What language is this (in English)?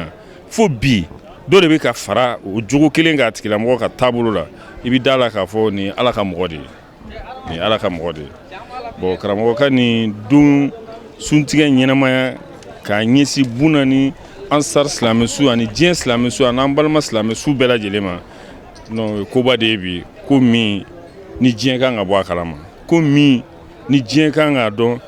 Bambara